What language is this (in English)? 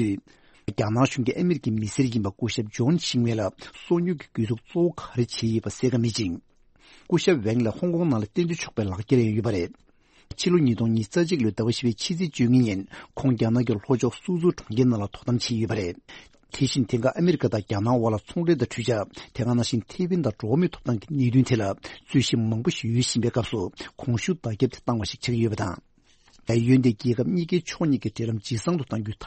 Tibetan